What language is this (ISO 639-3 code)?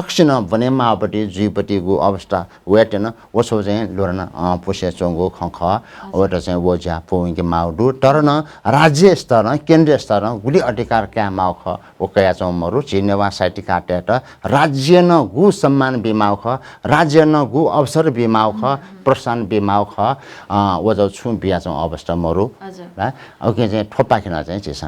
new